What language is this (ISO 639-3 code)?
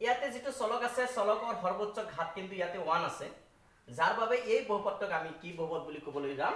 asm